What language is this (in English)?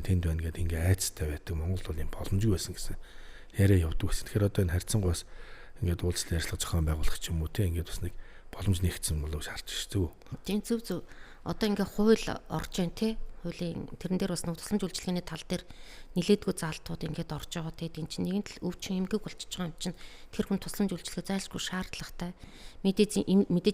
Mongolian